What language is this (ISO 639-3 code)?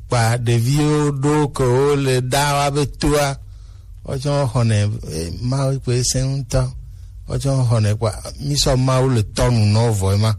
gej